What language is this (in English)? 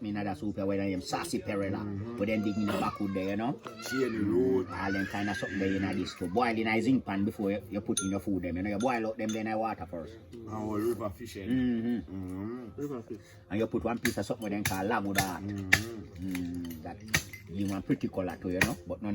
Jamaican Creole English